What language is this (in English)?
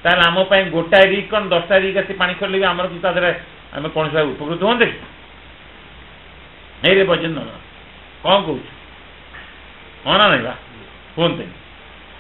Odia